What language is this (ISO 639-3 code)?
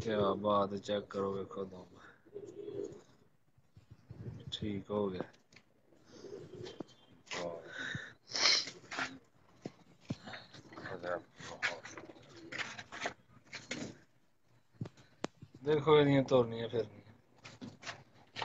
pan